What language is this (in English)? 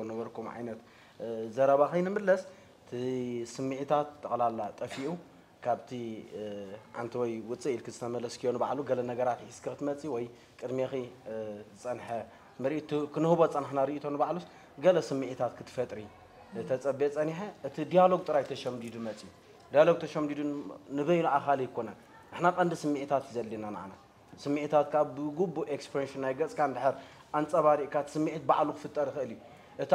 Tigrinya